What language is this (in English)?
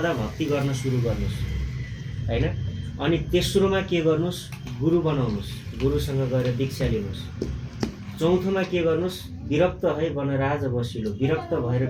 Nepali